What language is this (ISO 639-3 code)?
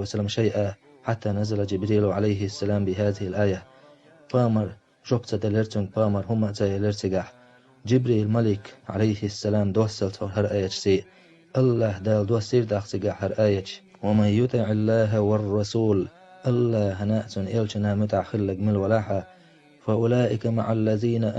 che